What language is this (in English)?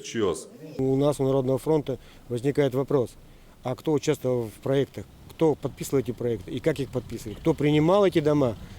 Udmurt